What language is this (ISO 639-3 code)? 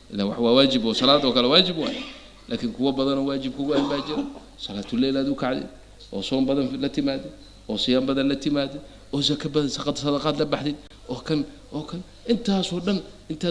som